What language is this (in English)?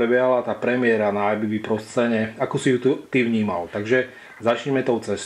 Slovak